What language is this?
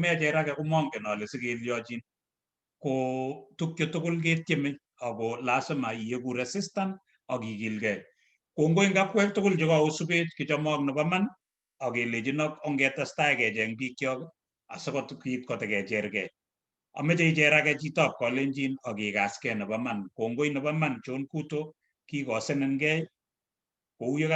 Kalenjin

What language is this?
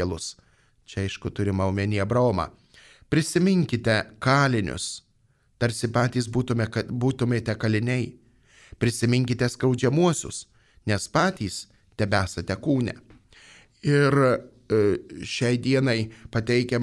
Lithuanian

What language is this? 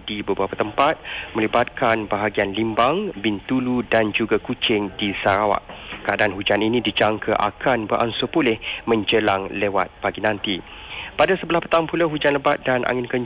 Malay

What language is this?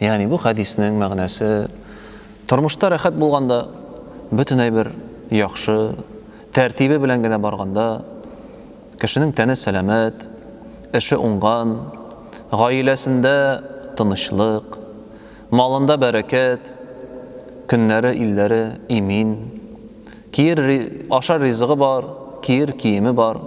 Tatar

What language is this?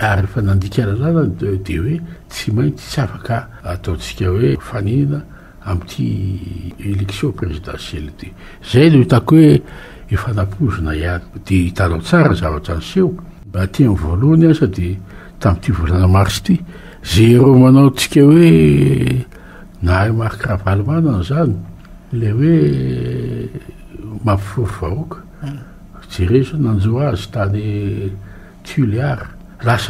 Malagasy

